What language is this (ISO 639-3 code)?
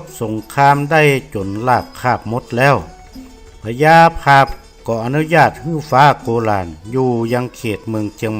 nod